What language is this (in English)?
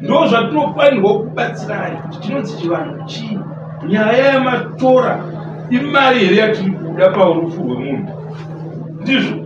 Shona